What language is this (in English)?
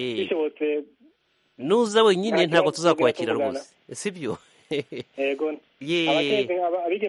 Kinyarwanda